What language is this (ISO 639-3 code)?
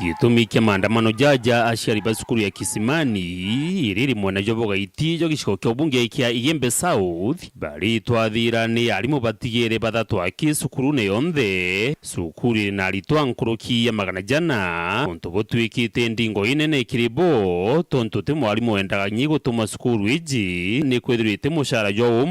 mer